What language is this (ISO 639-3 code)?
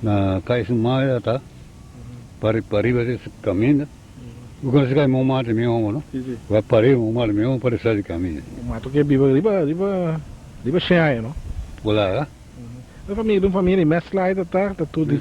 pap